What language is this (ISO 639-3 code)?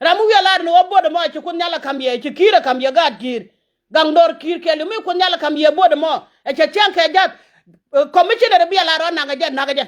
nus